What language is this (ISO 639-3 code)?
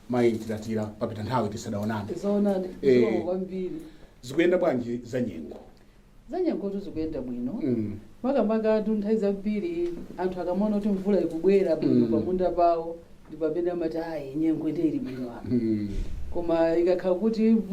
nya